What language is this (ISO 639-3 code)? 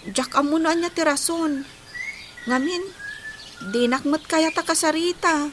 ilo